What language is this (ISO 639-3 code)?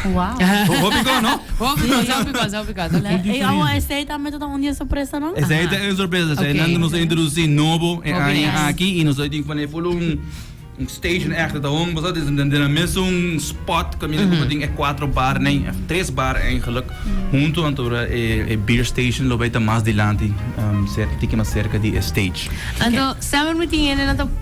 pap